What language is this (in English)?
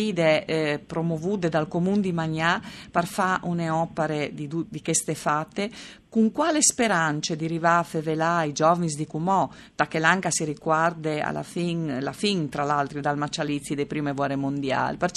Friulian